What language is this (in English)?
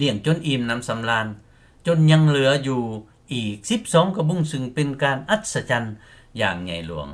Lao